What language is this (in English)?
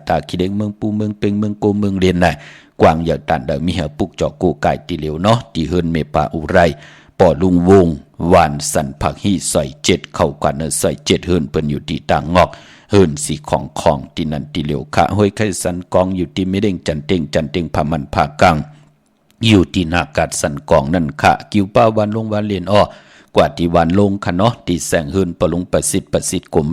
Shan